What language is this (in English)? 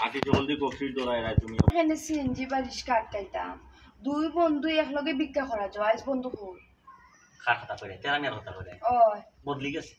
Sylheti